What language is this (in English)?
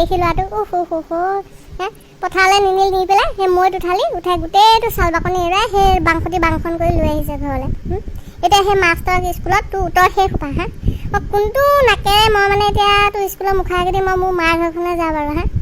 Assamese